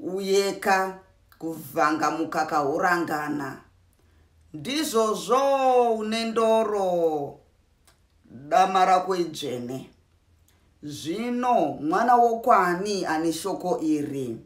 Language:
Shona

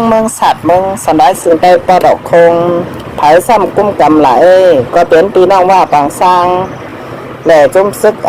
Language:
Shan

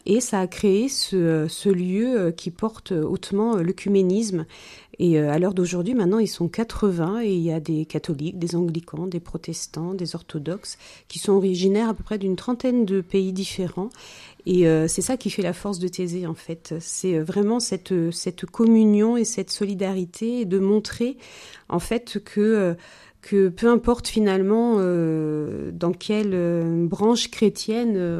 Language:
French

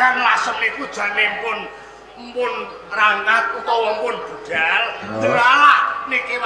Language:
Javanese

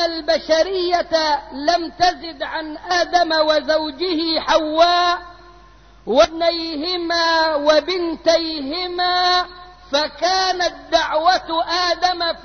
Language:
Arabic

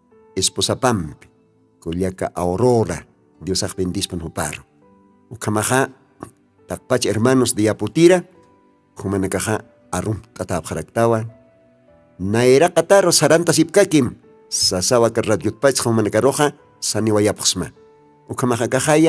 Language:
Aymara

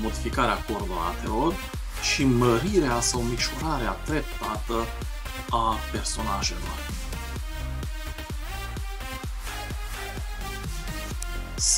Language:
Romanian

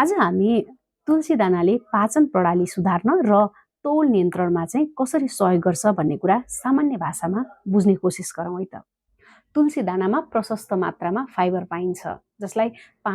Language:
Nepali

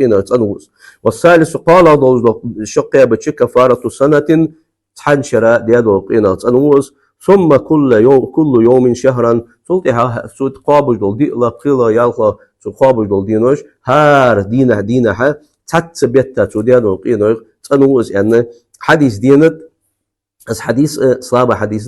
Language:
Ingush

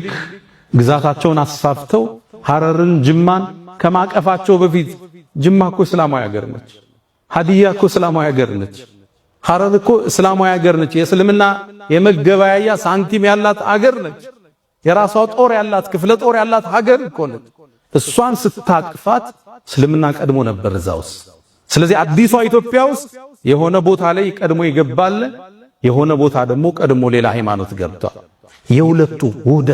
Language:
Amharic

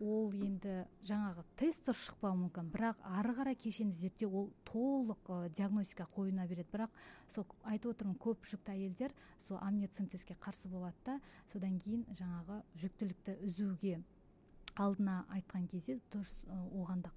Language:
Kazakh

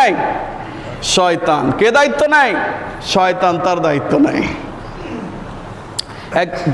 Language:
Bangla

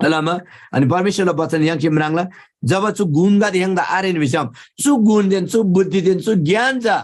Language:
Eastern Tamang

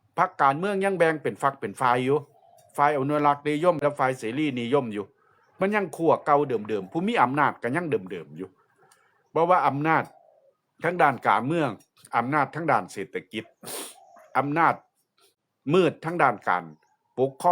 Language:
Lao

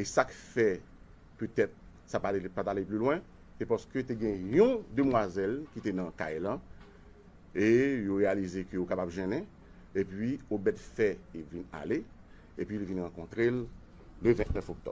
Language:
Haitian Creole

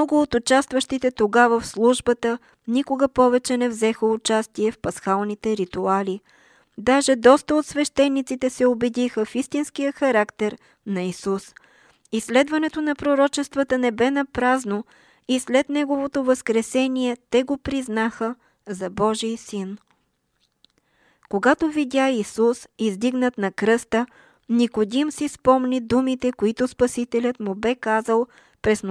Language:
Bulgarian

